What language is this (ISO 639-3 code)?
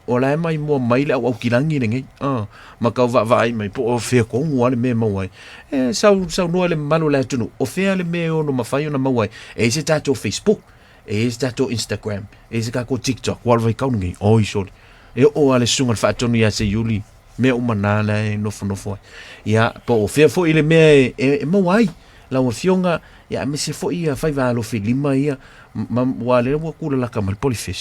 smo